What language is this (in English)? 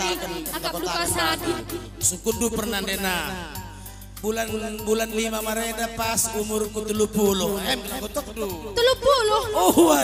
Batak Karo